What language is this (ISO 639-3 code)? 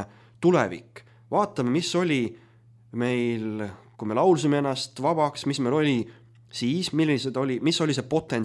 est